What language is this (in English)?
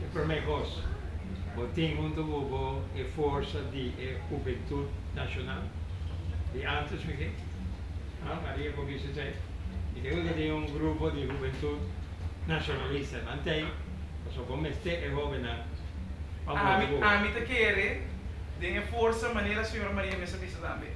Papiamento